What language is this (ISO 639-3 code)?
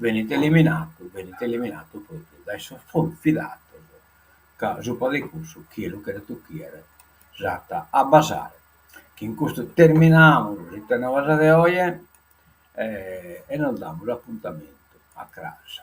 srd